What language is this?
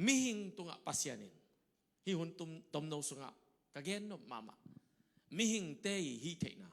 Tedim Chin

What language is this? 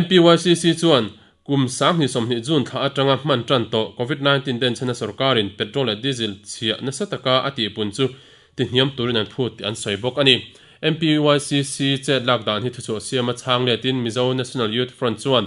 Mizo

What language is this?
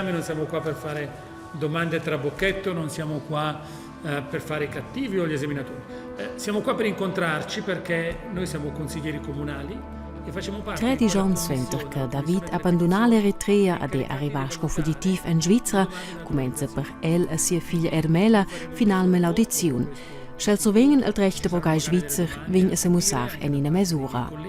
Romansh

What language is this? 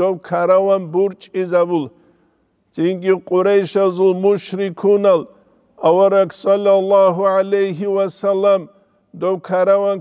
Avaric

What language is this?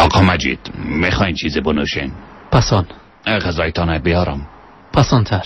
Persian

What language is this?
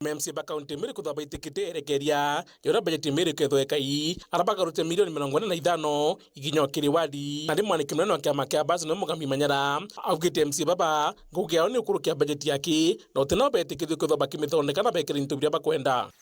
Meru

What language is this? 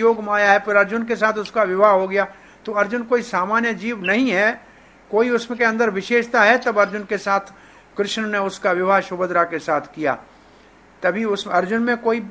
Hindi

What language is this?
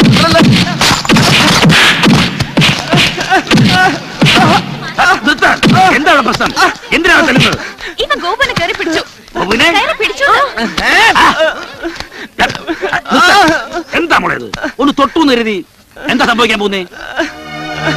Malayalam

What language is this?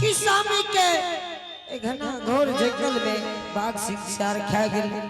Angika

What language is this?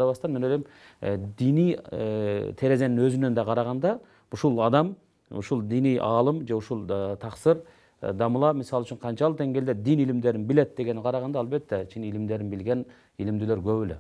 Kyrgyz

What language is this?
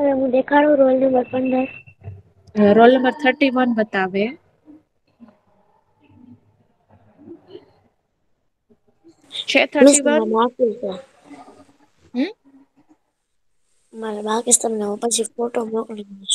Gujarati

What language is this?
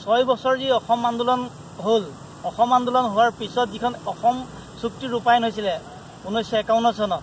Assamese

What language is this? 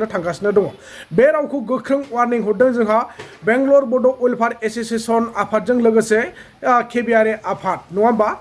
Bodo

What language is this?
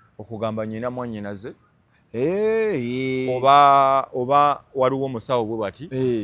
Ganda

